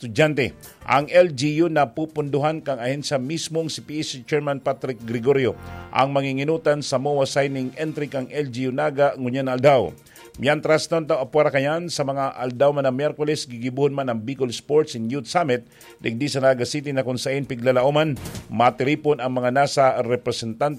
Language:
Bikol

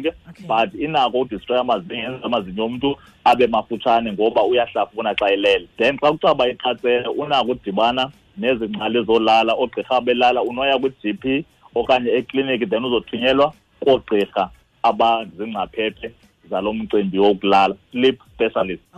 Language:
Xhosa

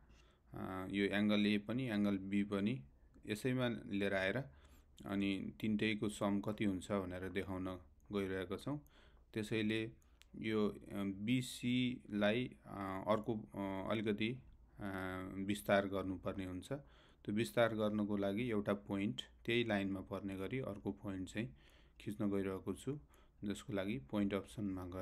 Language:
Nepali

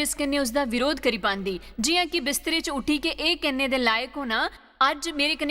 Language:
Dogri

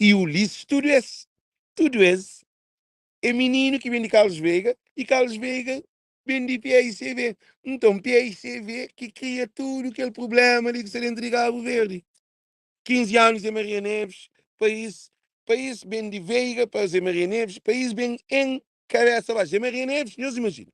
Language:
Kabuverdianu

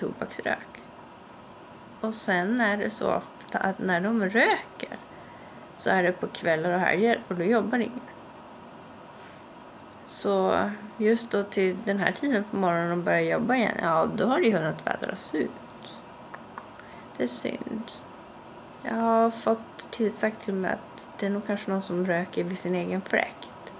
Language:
Swedish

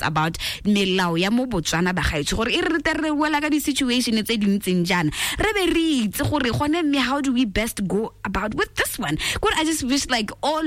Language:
Tswana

